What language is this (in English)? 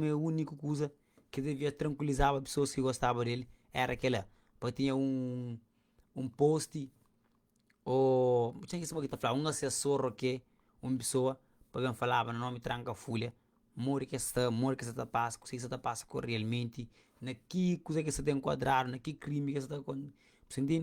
Kabuverdianu